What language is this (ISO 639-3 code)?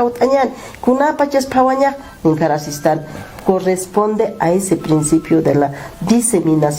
aym